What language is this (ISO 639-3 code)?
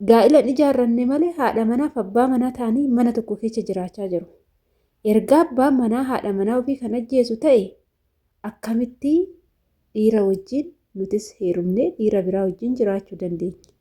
orm